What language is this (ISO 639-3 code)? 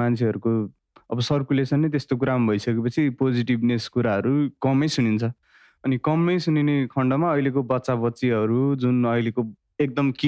nep